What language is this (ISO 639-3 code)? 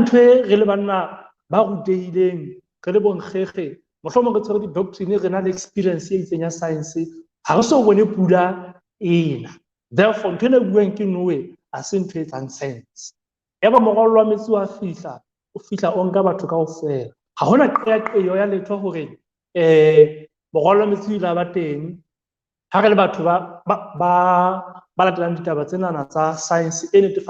sot